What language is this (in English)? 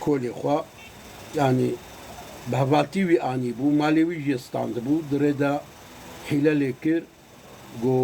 Kurdish